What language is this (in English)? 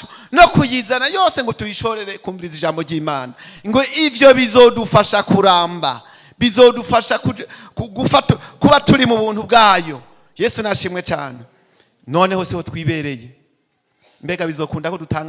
Rundi